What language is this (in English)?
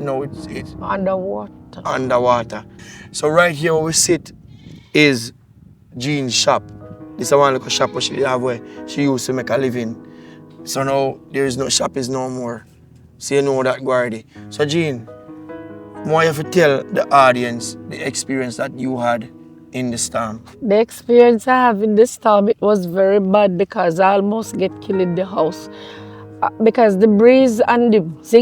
Jamaican Creole English